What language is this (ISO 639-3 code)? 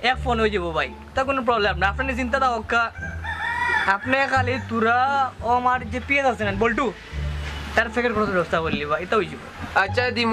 syl